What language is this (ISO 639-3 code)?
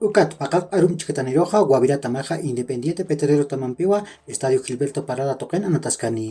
aym